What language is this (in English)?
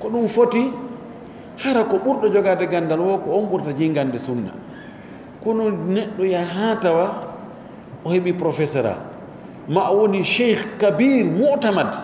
Pular